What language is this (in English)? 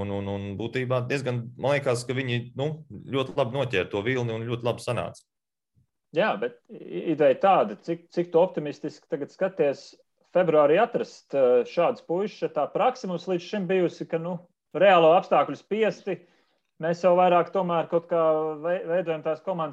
Latvian